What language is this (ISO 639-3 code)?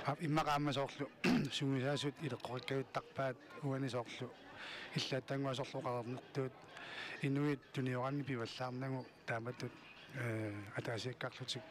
kal